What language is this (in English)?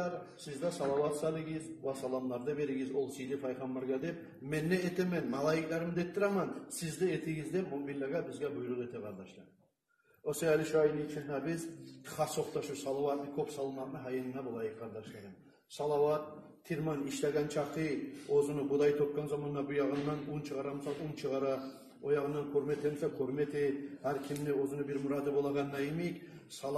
Kumyk